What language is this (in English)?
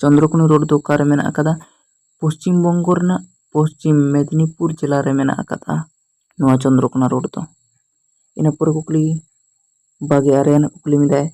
Santali